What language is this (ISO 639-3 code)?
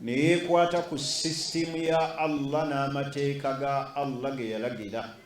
lug